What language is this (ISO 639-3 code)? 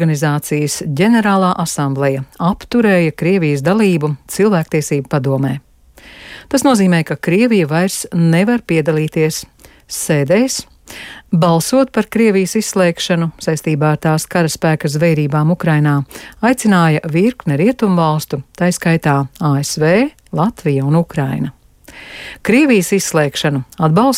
lav